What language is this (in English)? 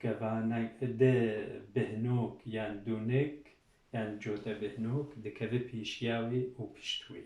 Kurdish